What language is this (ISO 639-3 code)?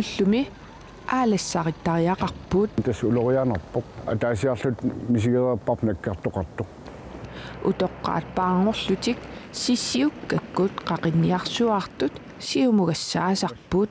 kal